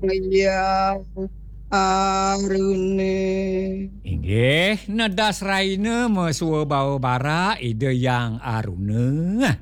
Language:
Balinese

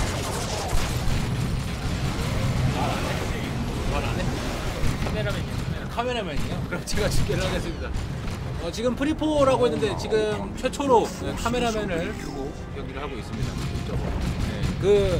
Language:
Korean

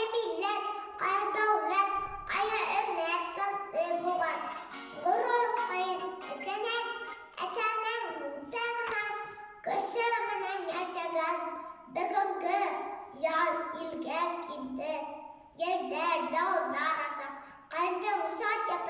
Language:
Bashkir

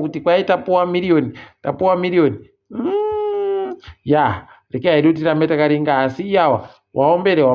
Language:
Ndau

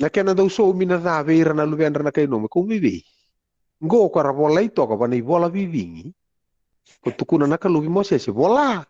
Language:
Fijian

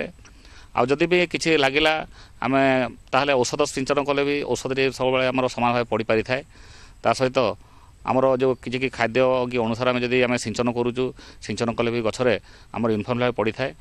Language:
Odia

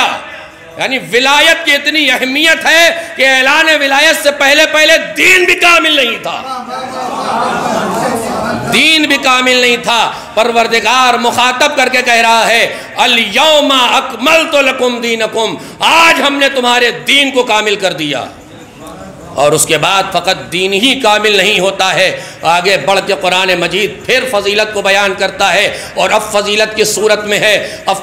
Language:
Urdu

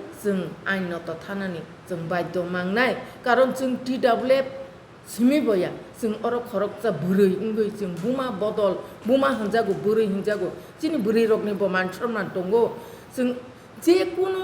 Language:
Kok Borok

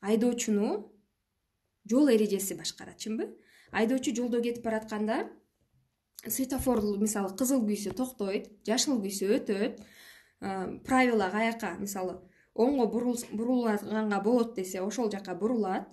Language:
Kyrgyz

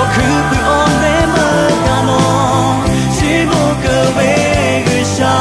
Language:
Lahu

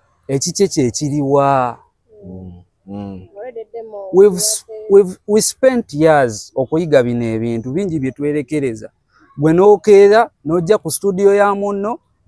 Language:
Ganda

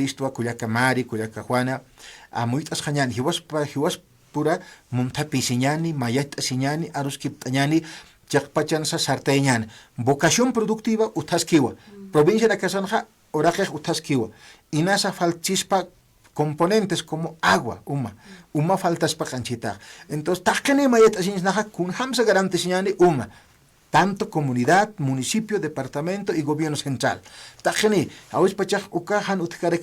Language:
Aymara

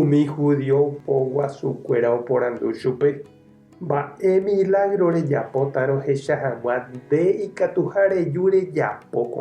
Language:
Guarani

